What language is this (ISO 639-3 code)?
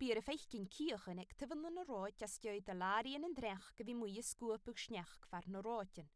gla